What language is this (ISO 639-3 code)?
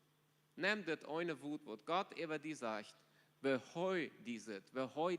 pdt